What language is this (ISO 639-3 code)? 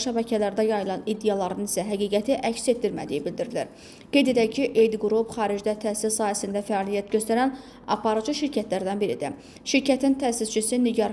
aze